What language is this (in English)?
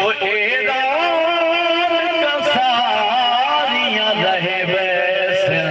Saraiki